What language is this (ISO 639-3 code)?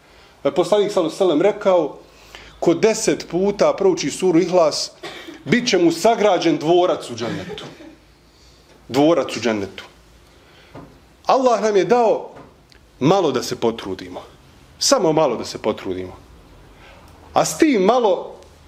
bos